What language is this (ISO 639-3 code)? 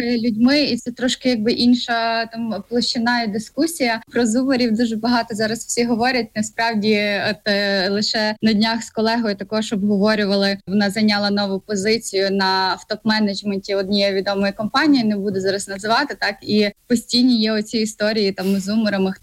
ukr